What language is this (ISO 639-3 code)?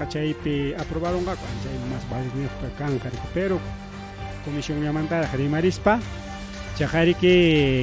quy